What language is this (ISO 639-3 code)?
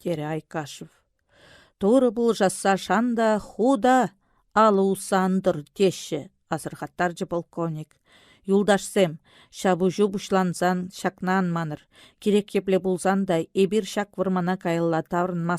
chv